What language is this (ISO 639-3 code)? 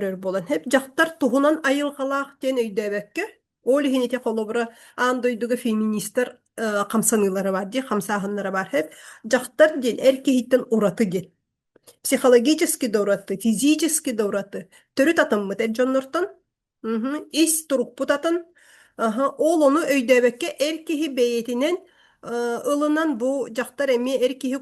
sah